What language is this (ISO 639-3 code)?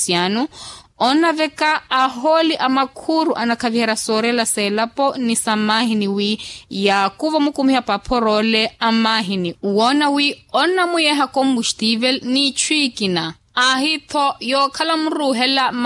vmw